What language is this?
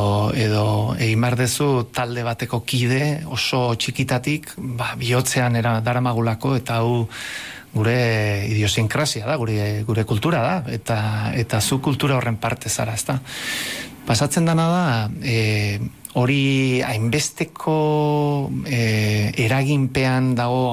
Basque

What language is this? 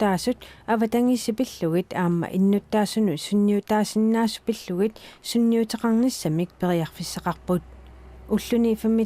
Kalaallisut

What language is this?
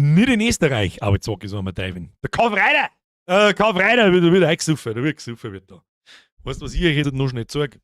Bavarian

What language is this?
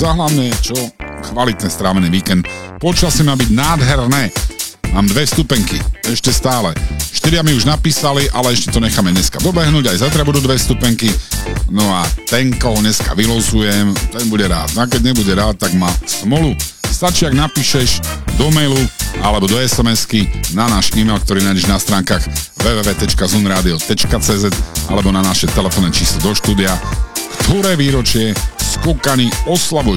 Slovak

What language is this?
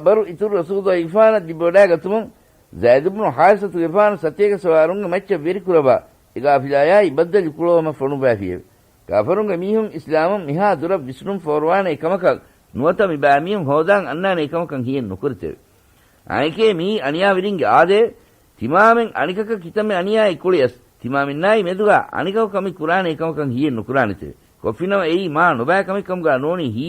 Divehi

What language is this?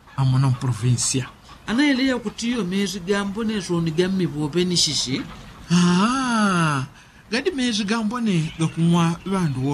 Yao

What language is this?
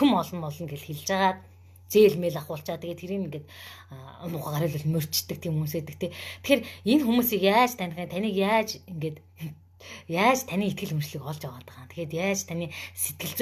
Mongolian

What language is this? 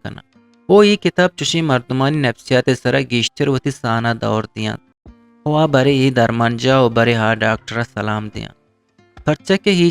Eastern Balochi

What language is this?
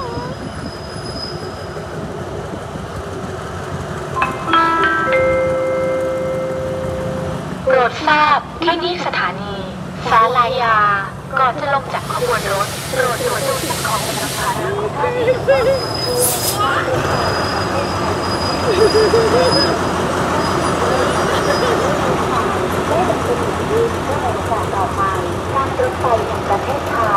Thai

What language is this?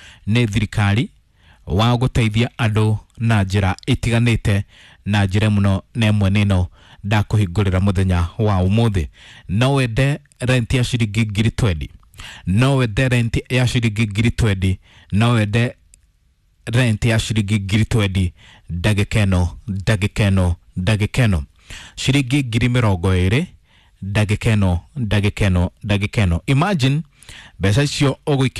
Kikuyu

